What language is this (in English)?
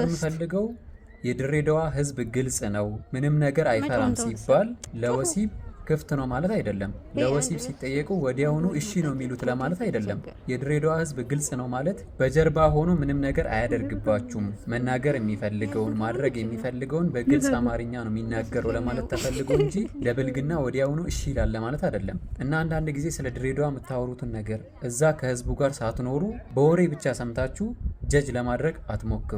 Amharic